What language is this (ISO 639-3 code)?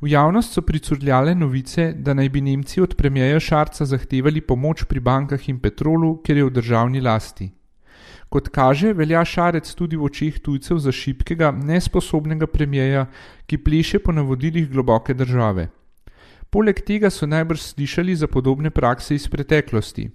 slv